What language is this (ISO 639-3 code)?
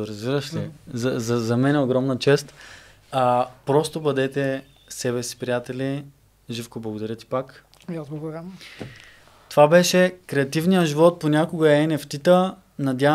bul